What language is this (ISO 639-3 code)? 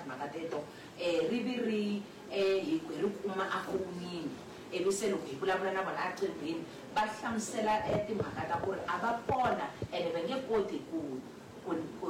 tso